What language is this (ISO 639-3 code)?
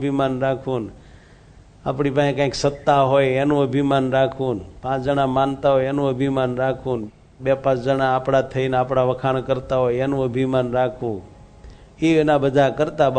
guj